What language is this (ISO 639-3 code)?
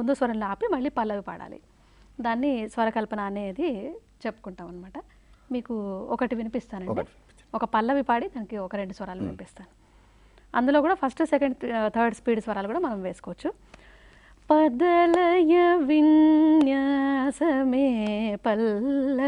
tel